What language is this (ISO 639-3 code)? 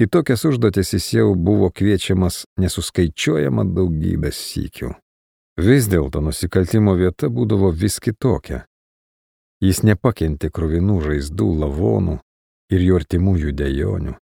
lit